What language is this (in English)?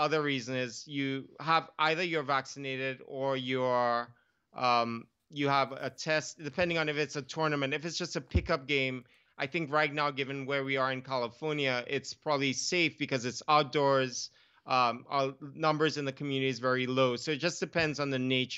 English